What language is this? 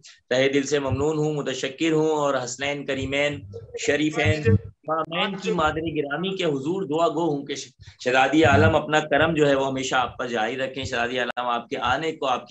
Urdu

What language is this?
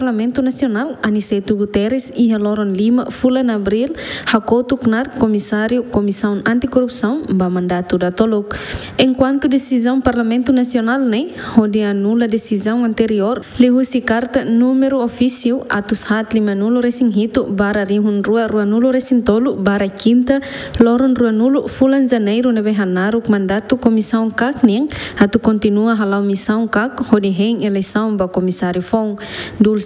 Tetum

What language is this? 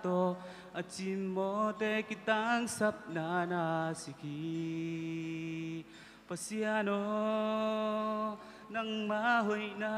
Tedim Chin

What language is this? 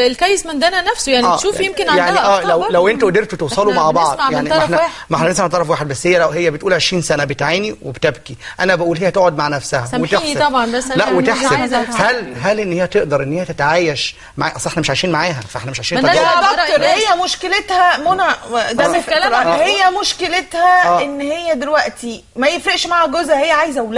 Egyptian Arabic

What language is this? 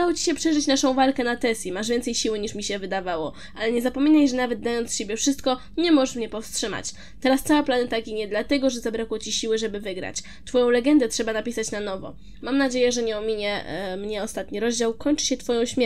Polish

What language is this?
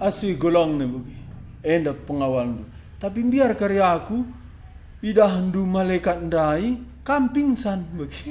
Batak Karo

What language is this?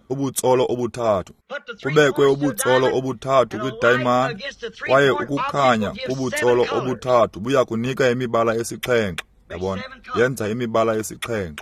Xhosa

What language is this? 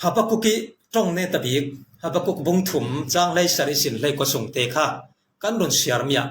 Falam Chin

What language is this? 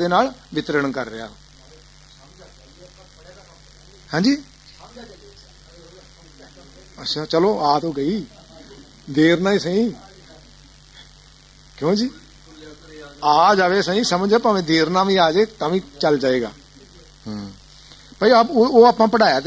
Punjabi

